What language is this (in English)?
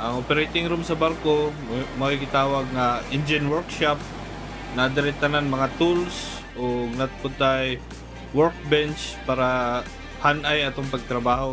Cebuano